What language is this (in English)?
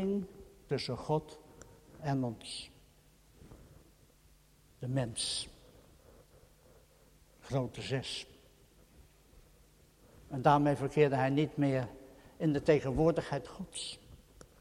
Dutch